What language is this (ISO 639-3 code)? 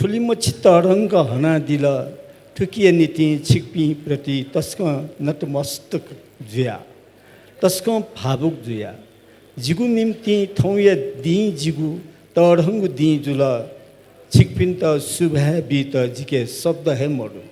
new